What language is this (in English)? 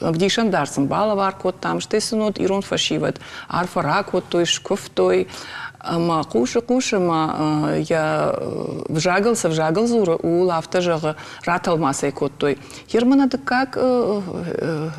Ossetic